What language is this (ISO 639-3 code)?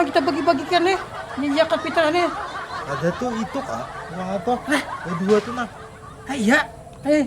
bjn